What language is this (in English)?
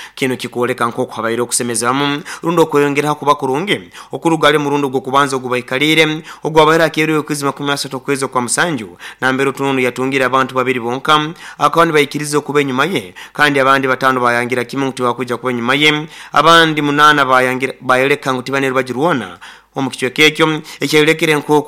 Nyoro